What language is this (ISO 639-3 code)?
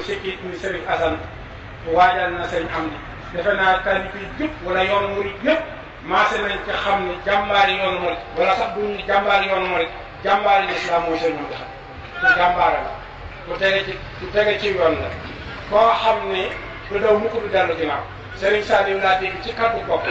wol